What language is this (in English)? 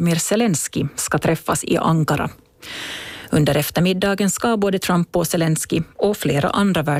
Swedish